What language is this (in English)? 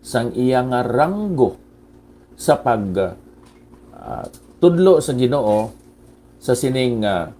Hiligaynon